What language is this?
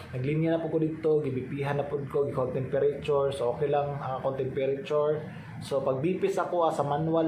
Cebuano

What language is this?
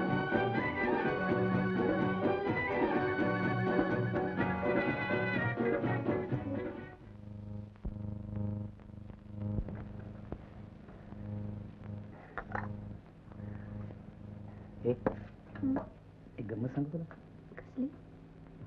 Marathi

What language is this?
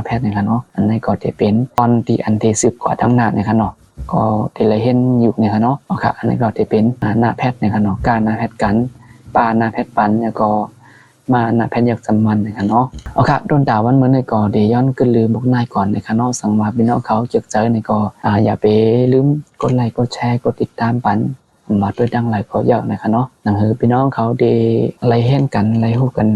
Shan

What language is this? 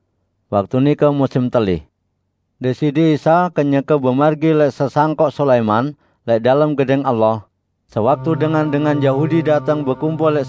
Sasak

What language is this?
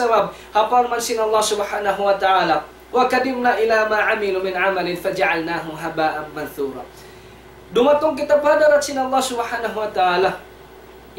Tausug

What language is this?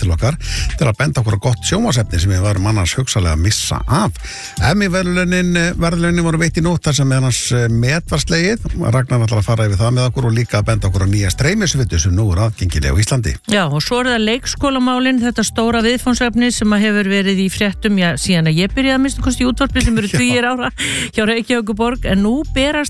Icelandic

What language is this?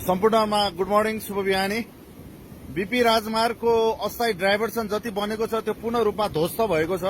Nepali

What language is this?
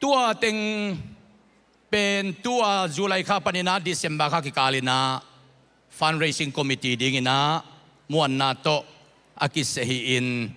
Tedim Chin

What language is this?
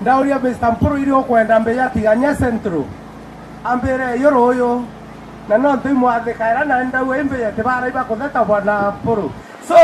Meru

